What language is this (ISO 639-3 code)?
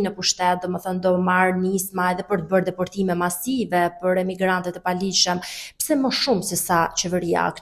sqi